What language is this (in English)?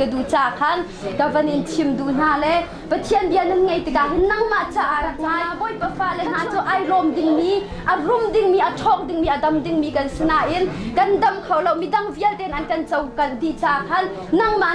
Hakha Chin